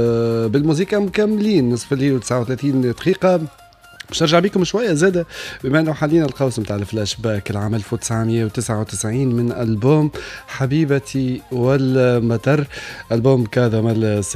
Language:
Tunisian Arabic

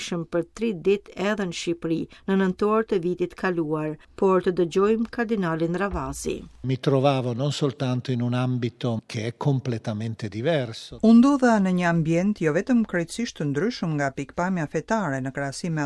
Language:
Albanian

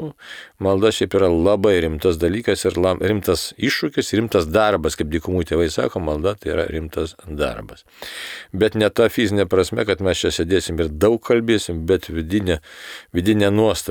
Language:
Lithuanian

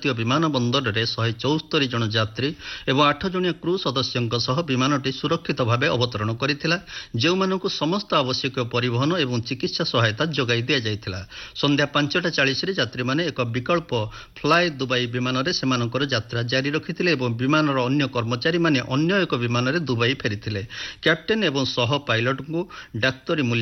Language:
Odia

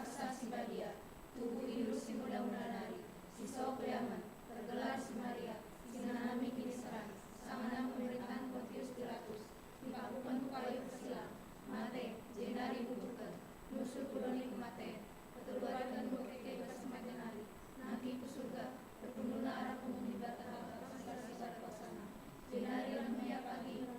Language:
Batak Karo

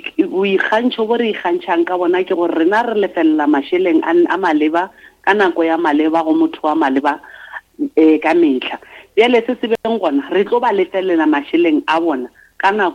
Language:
Northern Sotho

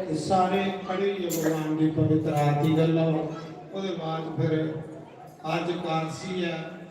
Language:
Dogri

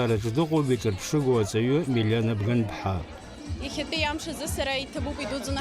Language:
Abkhazian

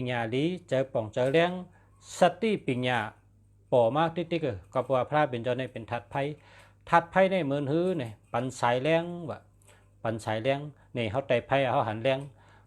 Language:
Shan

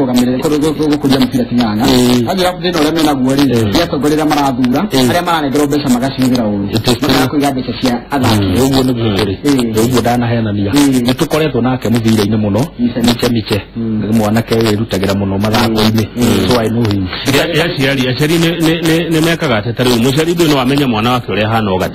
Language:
Kikuyu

